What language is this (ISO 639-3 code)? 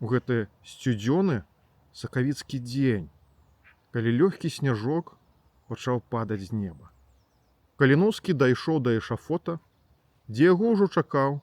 bel